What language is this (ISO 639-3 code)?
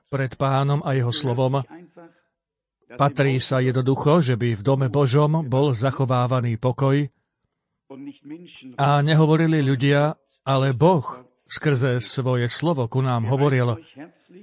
slk